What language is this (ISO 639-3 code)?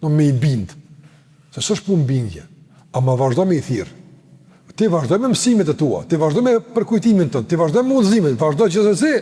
sqi